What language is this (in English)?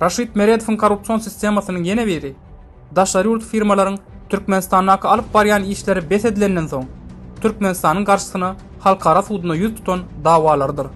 Turkmen